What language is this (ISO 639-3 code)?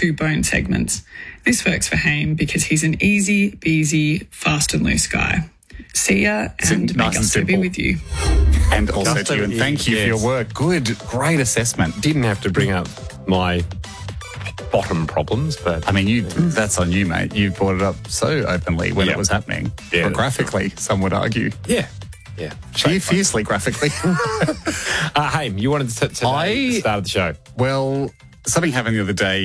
eng